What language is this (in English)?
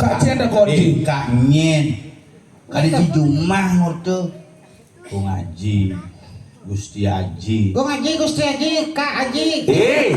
Balinese